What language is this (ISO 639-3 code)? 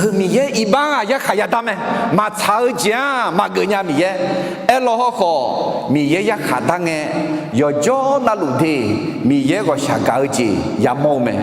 ahk